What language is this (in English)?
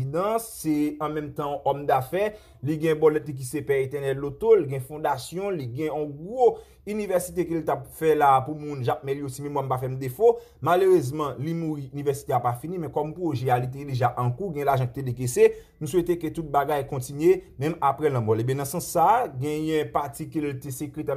Haitian Creole